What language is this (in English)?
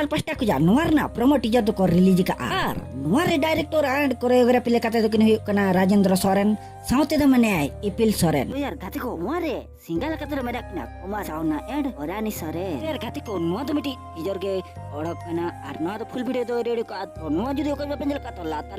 Santali